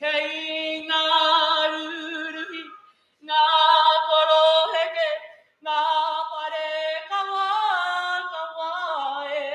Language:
Māori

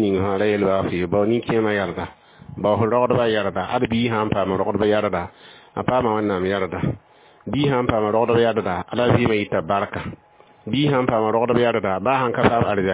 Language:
Mossi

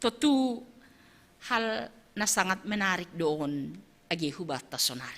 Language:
Batak Simalungun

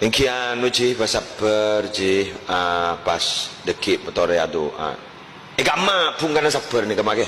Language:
Madurese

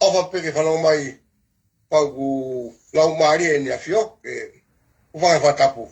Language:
Tongan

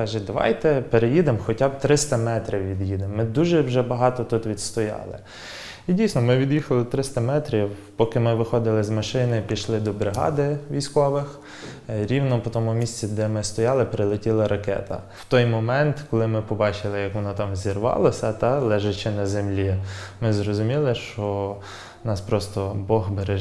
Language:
Ukrainian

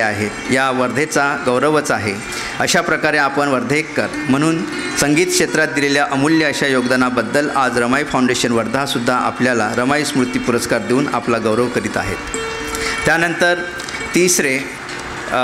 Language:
Marathi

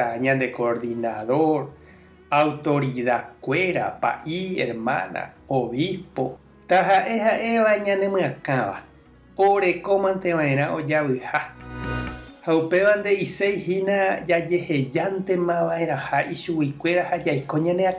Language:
Guarani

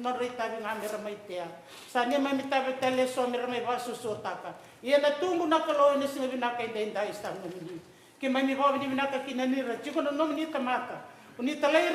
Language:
Fijian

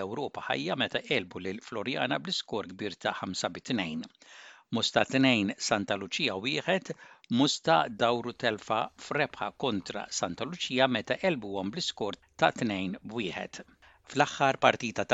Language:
Maltese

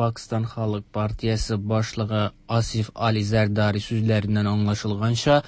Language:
Tatar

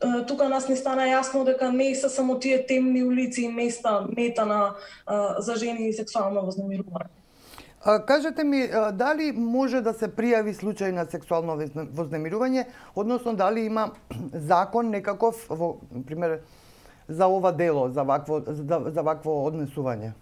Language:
Macedonian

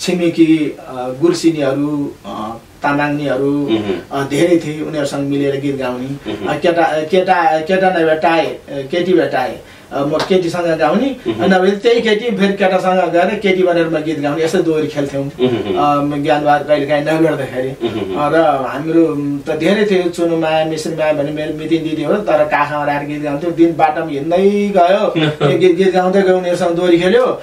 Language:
Nepali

